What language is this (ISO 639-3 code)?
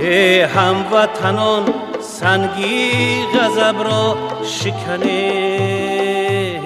tgk